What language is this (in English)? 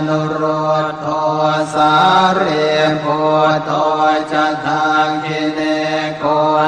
Pali